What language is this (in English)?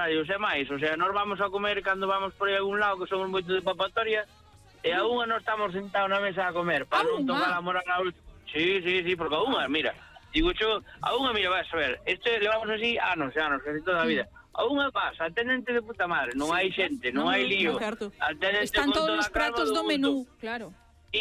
Galician